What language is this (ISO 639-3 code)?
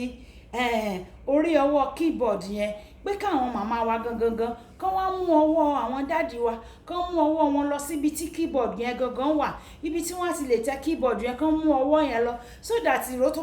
yor